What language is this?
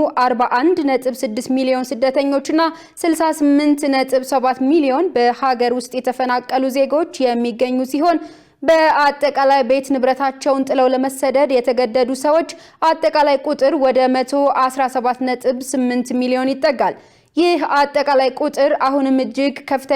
Amharic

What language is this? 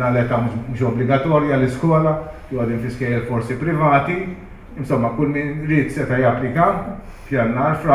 Maltese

